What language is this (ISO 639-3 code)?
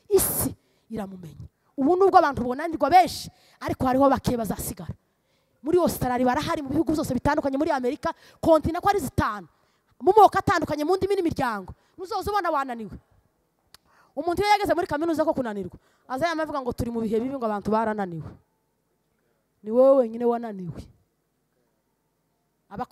kin